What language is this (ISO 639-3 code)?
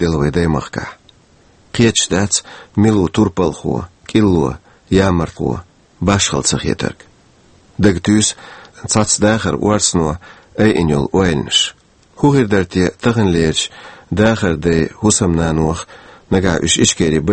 che